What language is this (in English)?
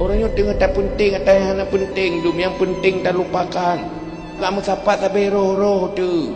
Achinese